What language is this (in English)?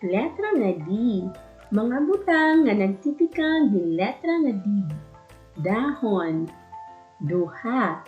Waray